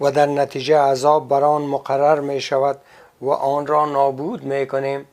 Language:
Persian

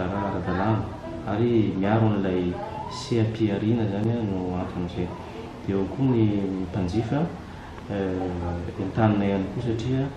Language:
Malagasy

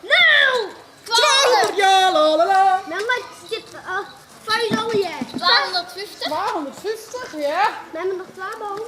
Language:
Western Frisian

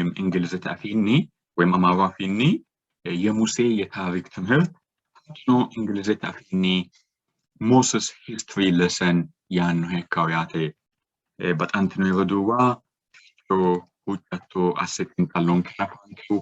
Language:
Sidamo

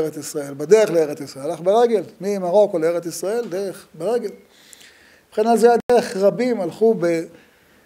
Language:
Hebrew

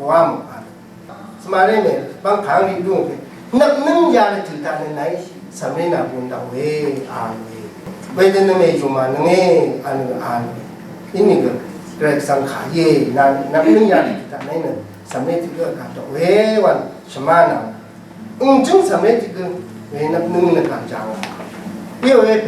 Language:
Rawang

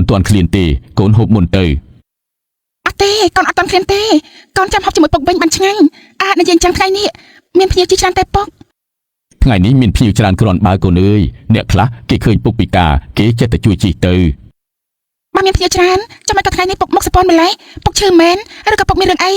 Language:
Khmer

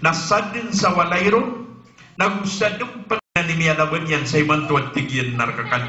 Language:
Maranao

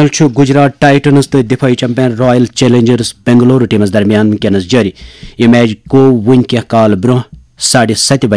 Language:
Kashmiri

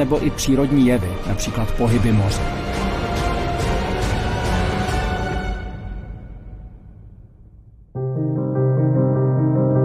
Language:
Czech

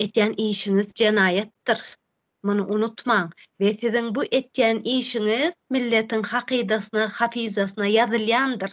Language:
Turkmen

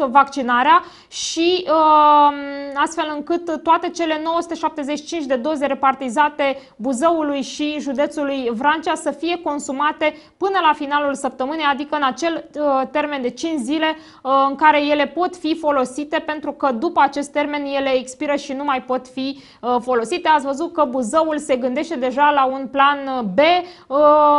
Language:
Romanian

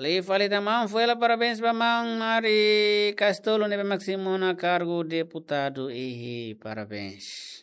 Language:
Tetum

